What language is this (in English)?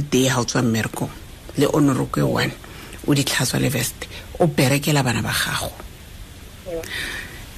Tswana